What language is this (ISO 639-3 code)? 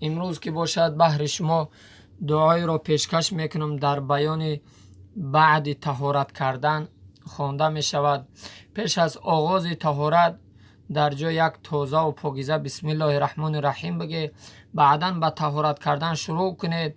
tgk